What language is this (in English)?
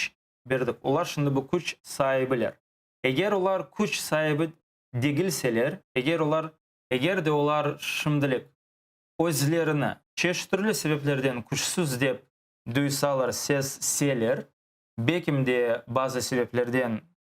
Crimean Tatar